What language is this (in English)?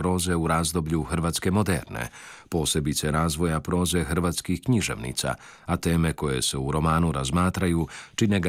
Croatian